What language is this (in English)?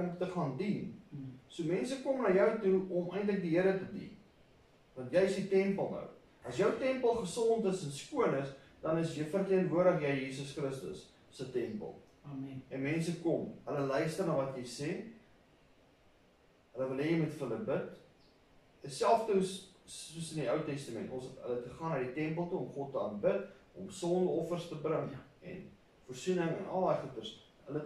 Afrikaans